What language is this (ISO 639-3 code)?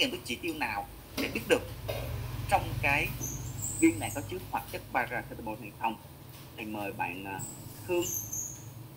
vie